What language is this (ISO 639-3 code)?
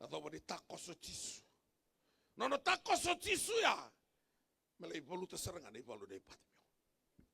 fij